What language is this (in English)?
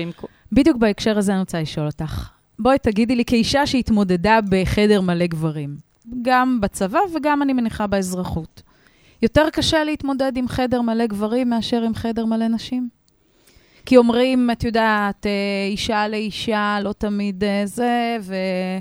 Hebrew